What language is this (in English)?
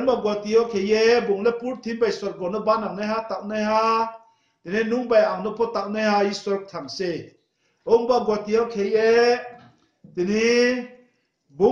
Riang (India)